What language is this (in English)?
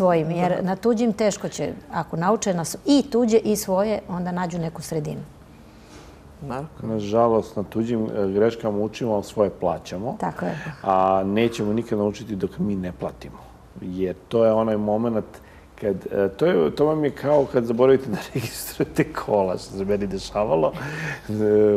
Serbian